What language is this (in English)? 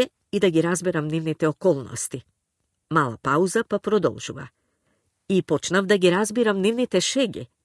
Macedonian